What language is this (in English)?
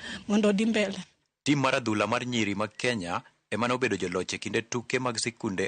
Luo (Kenya and Tanzania)